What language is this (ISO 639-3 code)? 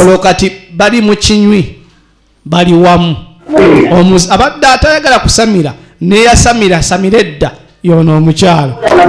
lug